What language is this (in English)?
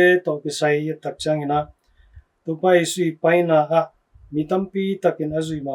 Tedim Chin